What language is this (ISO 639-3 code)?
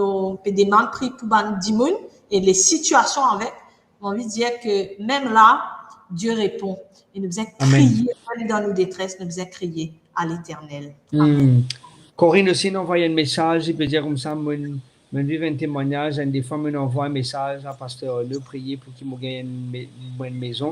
mfe